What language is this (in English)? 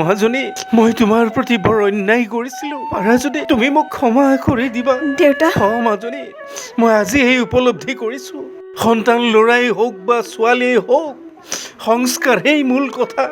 Assamese